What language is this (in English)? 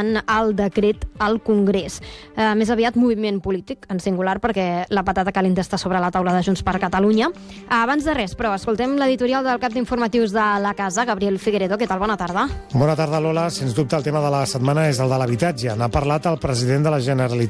Catalan